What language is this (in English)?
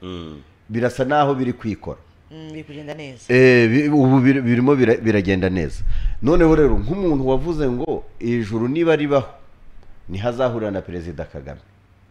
Kinyarwanda